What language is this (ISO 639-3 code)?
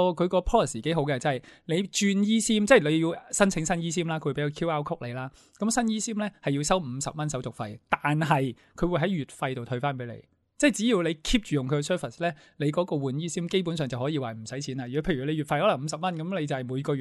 yue